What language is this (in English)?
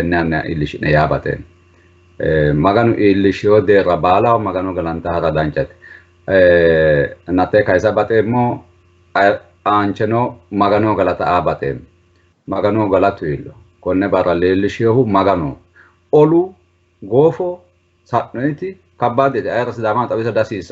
Sidamo